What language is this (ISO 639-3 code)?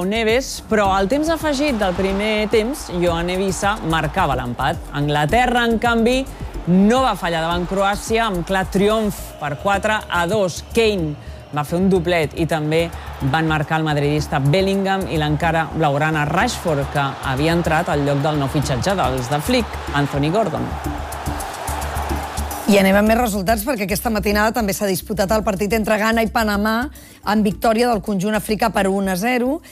cat